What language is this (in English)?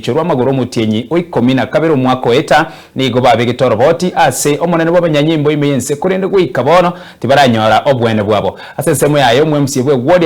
Gusii